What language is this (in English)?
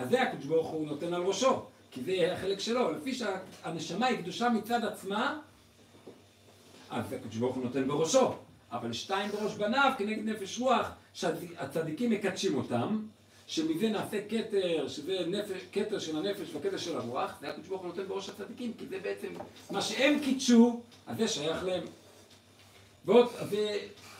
Hebrew